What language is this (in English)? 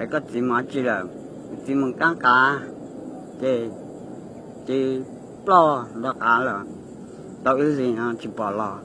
Hmong